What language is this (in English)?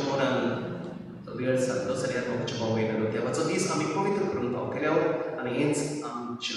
Konkani